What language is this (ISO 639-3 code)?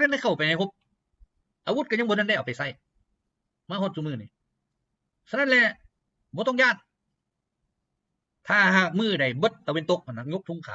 lao